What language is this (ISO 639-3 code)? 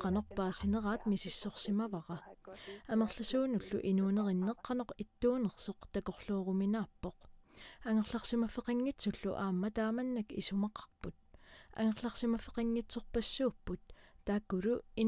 kal